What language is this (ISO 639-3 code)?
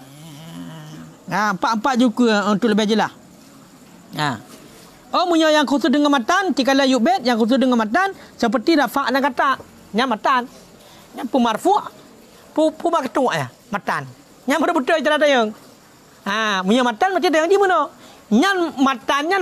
msa